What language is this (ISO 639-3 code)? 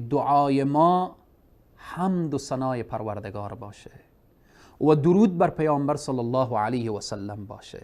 fas